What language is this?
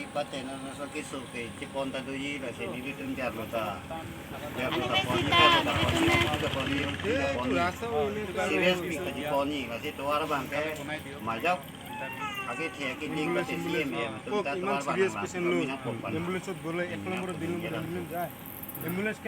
Karbi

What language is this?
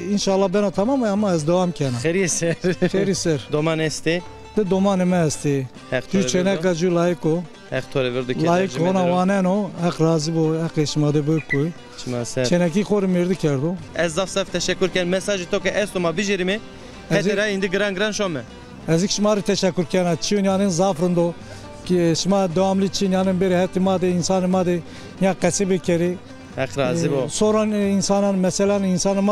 Zaza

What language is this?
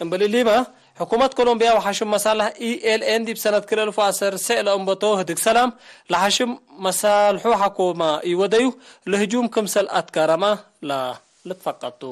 Tigre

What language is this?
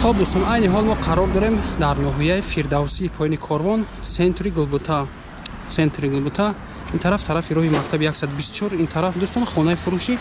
Tajik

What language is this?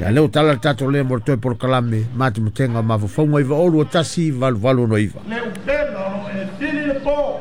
Samoan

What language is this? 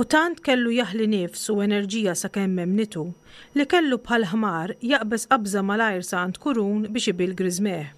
Maltese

